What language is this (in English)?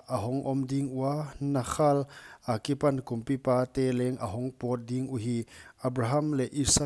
Paite Chin